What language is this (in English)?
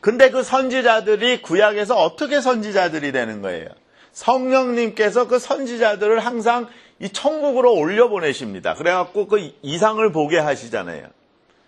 Korean